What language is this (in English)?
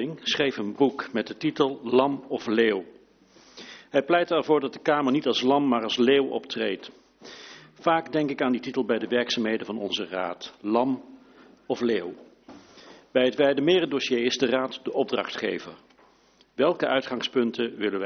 Dutch